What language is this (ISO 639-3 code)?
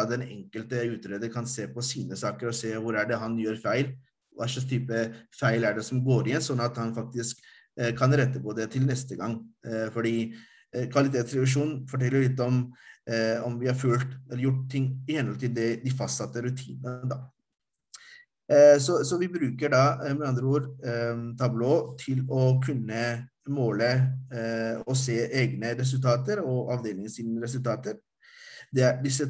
nor